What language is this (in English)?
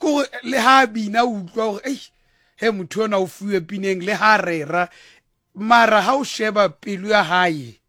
Southern Sotho